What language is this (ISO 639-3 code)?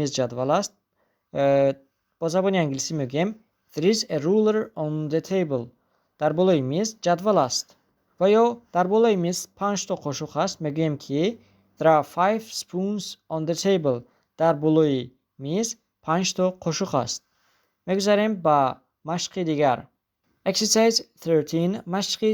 tgk